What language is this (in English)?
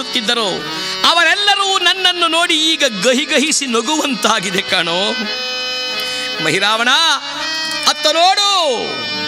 Kannada